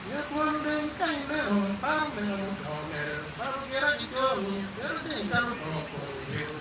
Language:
Acoli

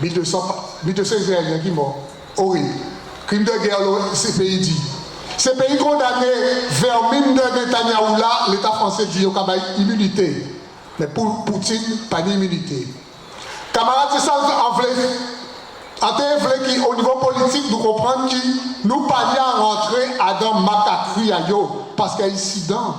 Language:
Guadeloupean Creole French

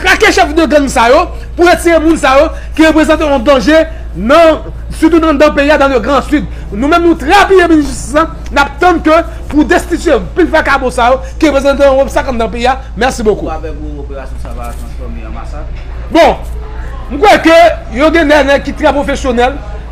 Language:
Haitian Creole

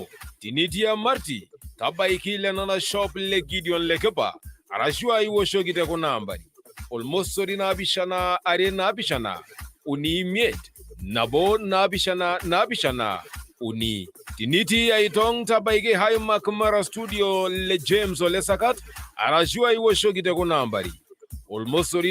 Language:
Masai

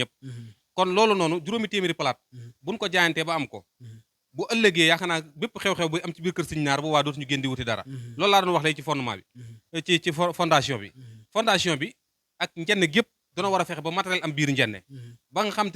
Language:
Wolof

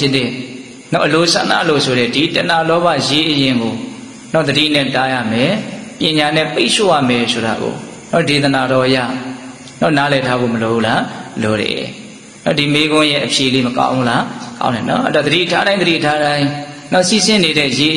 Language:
Burmese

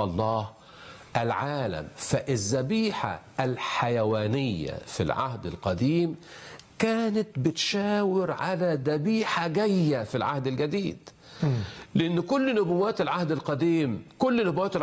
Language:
Egyptian Arabic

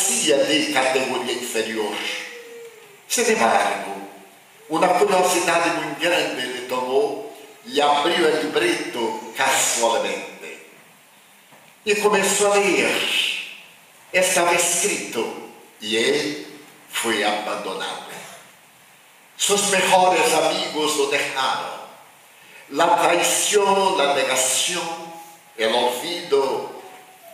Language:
Spanish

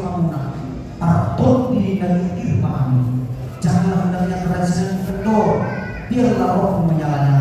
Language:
Batak Toba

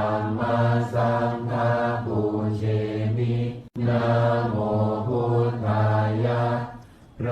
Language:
Pali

